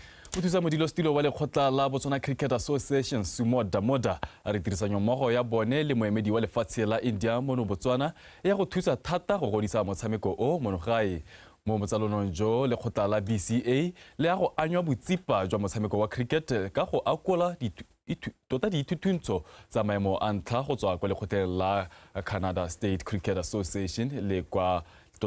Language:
Tswana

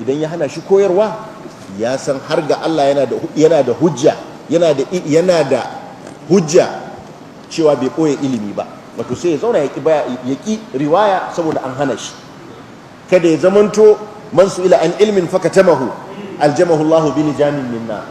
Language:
Hausa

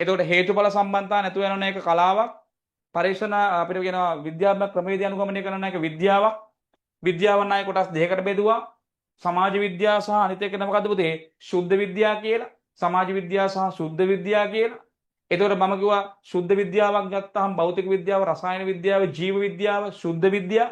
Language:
Sinhala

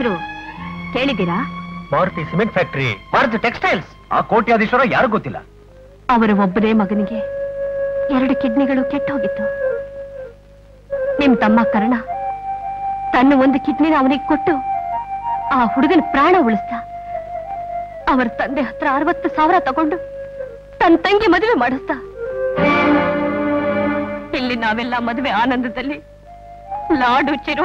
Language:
Kannada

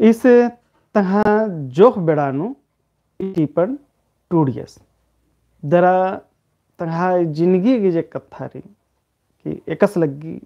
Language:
Kurukh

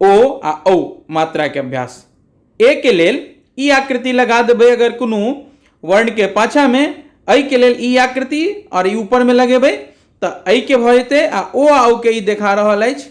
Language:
Maithili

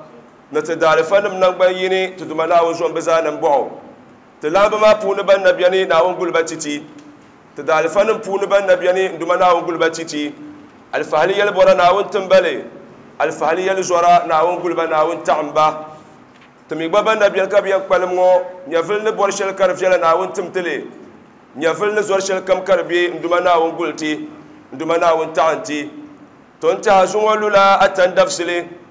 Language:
Dagbani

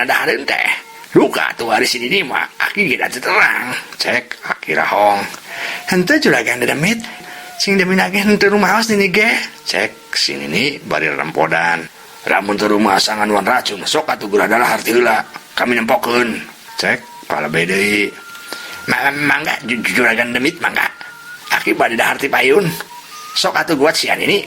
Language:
Sundanese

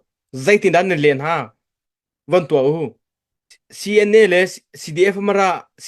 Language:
Hakha Chin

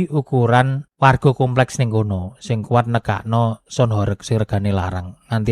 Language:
Javanese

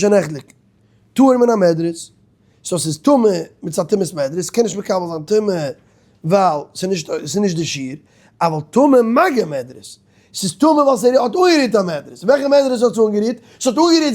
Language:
Yiddish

